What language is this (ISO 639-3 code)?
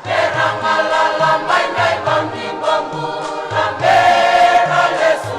fij